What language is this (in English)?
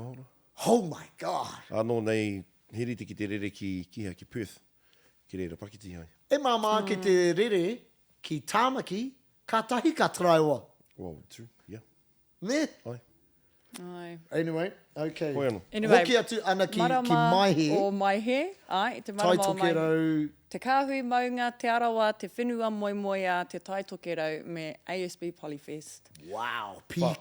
Māori